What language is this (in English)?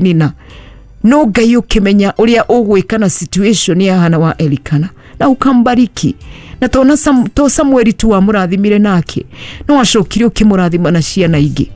Kikuyu